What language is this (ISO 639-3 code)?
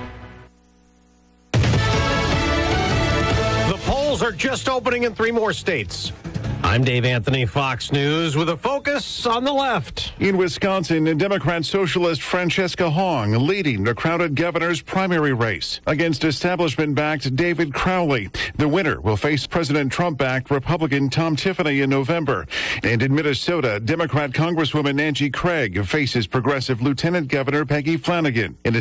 eng